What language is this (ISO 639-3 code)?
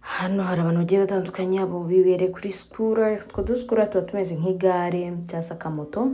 kin